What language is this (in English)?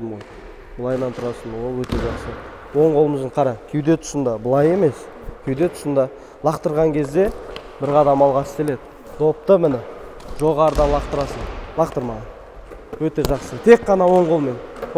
Kazakh